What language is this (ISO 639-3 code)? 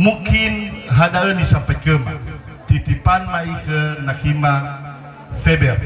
nia